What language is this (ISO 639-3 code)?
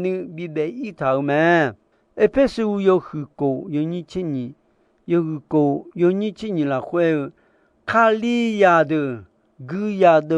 ahk